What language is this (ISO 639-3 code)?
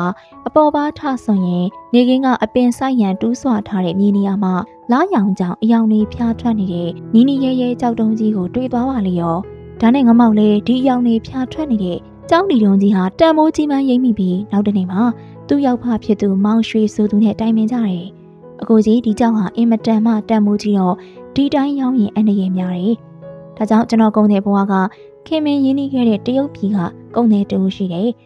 mya